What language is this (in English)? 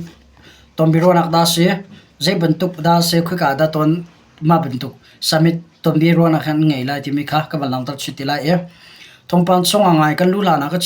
Hakha Chin